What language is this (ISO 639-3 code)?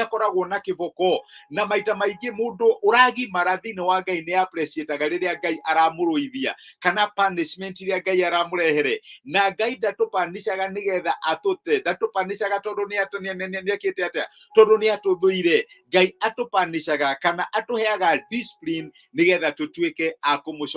kik